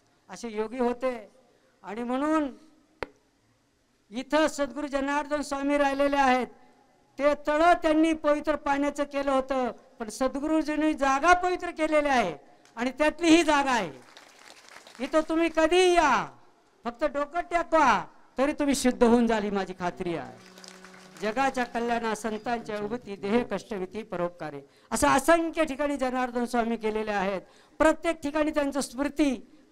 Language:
Marathi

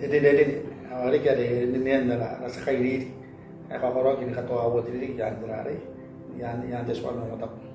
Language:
Gilbertese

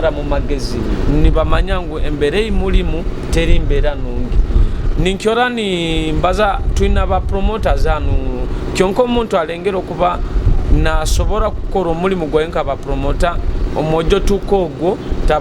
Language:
Nyoro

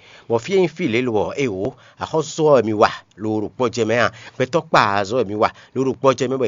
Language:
Fon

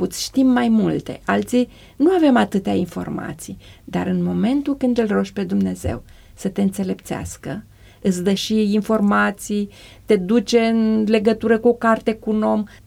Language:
Romanian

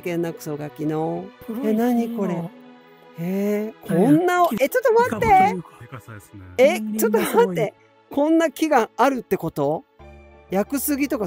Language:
Japanese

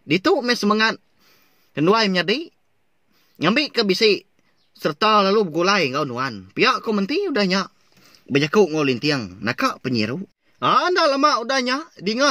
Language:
Iban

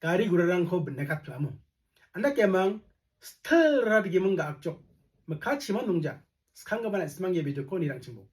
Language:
Garo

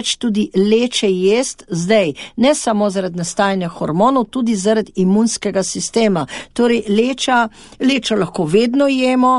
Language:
Slovenian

